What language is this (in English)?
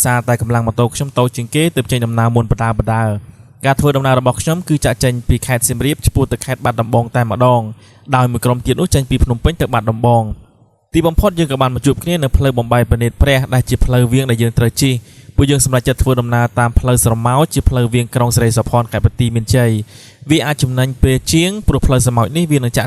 Khmer